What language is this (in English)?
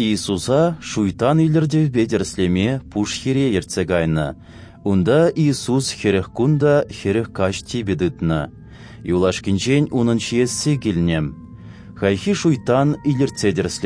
Chuvash